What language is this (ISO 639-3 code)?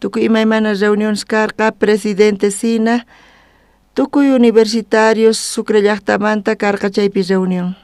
quh